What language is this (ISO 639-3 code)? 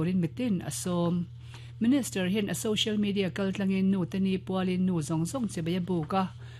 lus